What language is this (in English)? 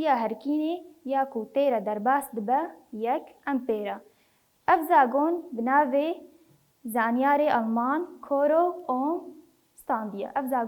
Kurdish